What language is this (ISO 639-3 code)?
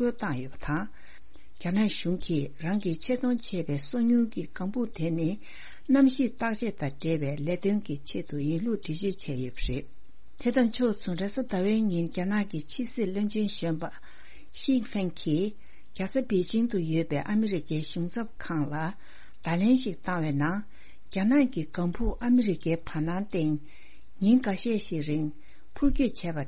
bod